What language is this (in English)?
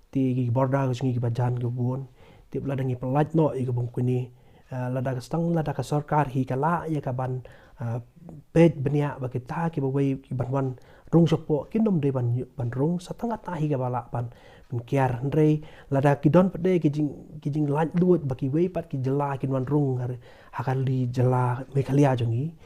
Khasi